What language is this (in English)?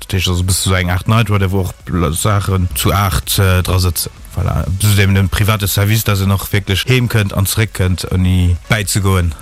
Luxembourgish